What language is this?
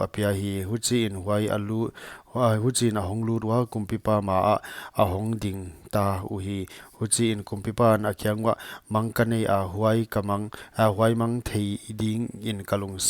Paite Chin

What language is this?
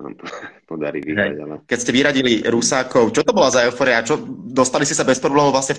Slovak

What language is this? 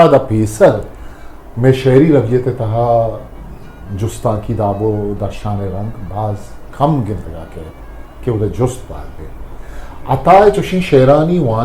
Eastern Balochi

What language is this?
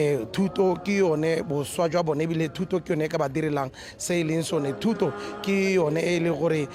Tswana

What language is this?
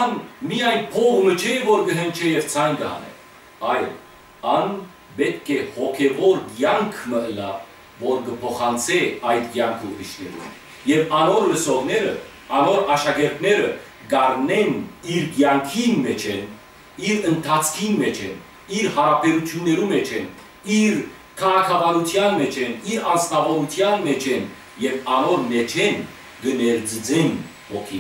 Western Armenian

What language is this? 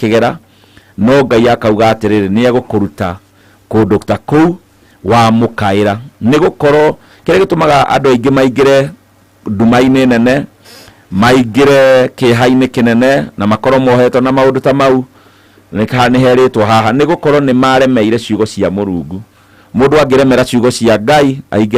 Kikuyu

